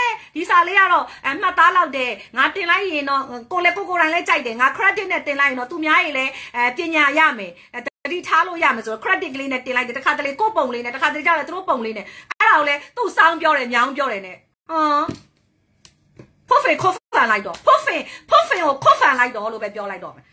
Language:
Burmese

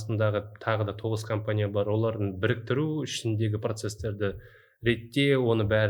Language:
Kazakh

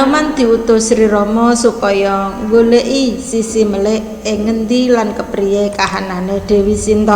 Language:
Javanese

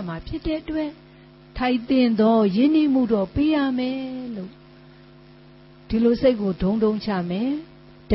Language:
Burmese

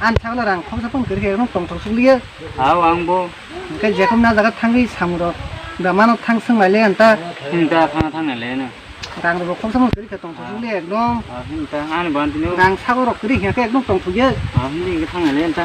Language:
Kok Borok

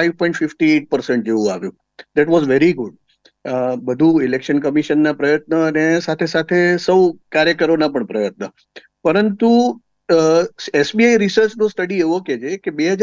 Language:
Gujarati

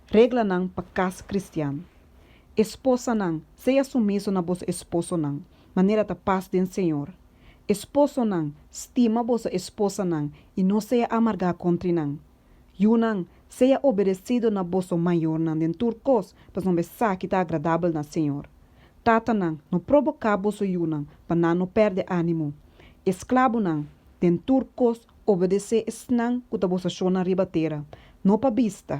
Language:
Papiamento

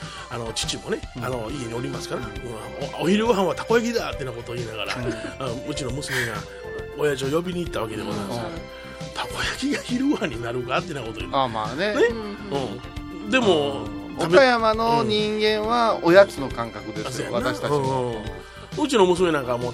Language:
Japanese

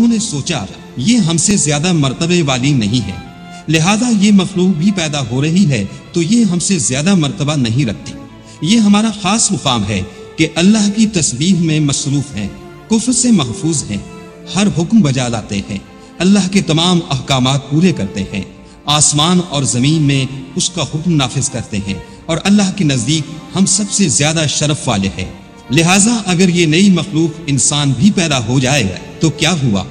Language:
Urdu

